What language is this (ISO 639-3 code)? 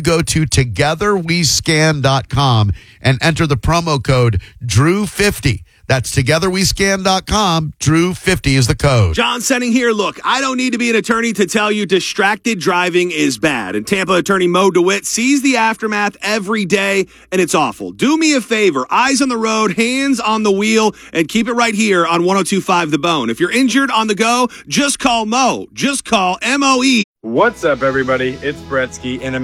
eng